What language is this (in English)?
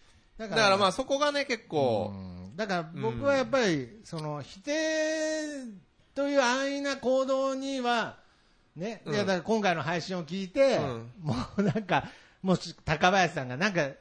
Japanese